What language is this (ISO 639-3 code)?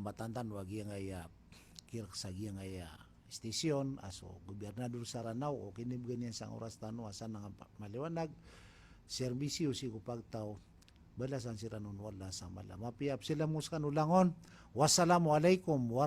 mrw